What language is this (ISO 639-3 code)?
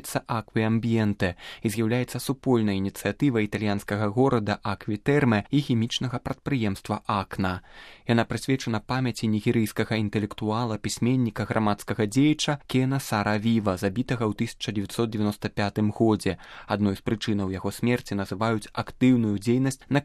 bel